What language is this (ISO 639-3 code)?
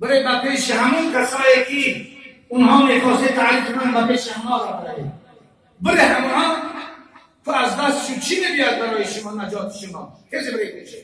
tgk